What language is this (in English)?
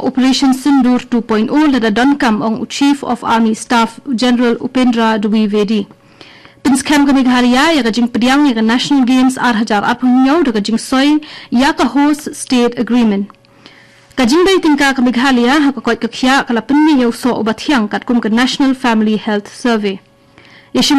Khasi